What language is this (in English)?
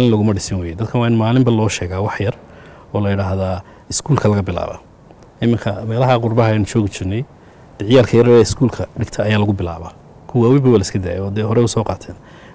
Somali